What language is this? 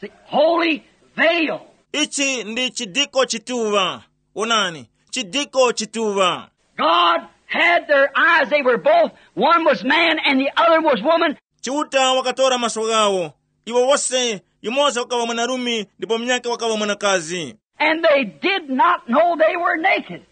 Tumbuka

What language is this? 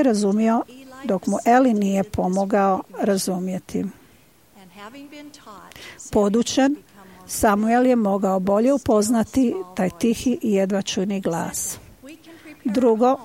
Croatian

